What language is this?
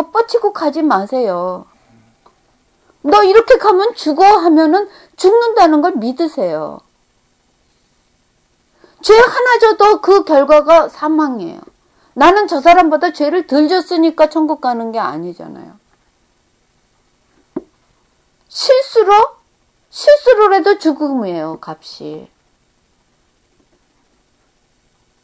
Korean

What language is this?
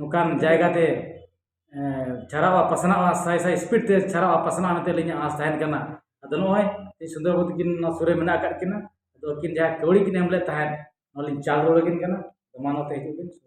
Santali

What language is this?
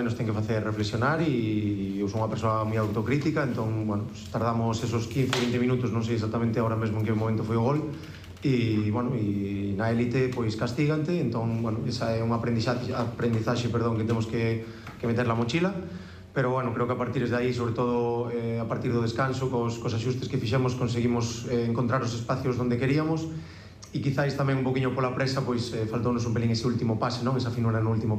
Galician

